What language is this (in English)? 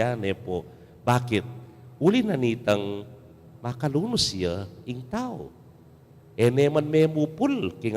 Pampanga